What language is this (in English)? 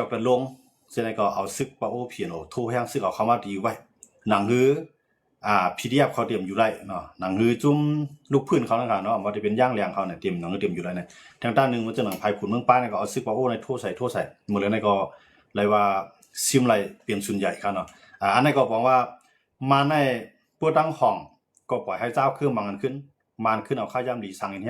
Shan